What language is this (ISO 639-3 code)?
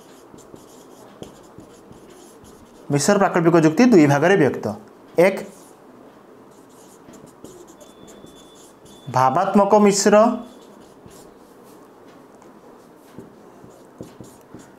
ori